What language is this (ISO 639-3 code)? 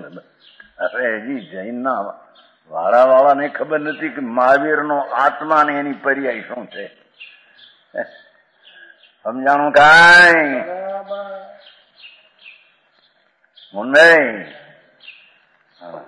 guj